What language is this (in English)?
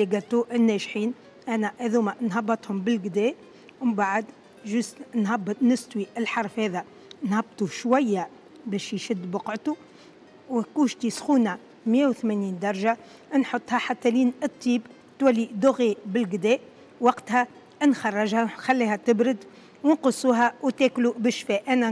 Tunisian Arabic